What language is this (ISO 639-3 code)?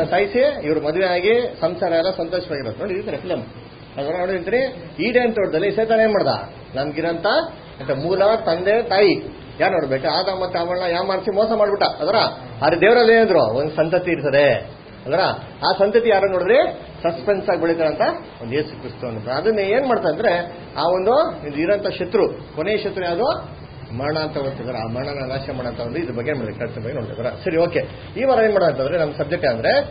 kan